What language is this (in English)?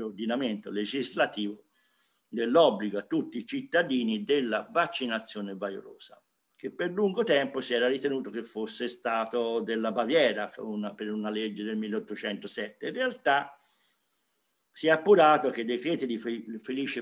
Italian